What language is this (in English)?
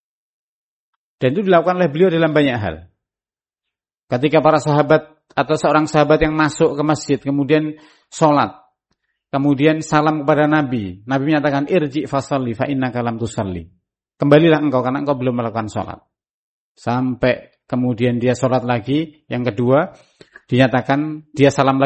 Indonesian